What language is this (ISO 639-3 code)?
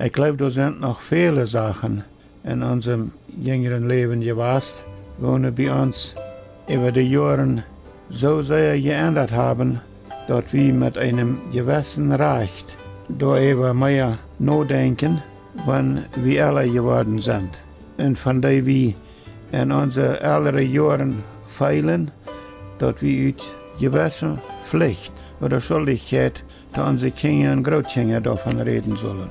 pdt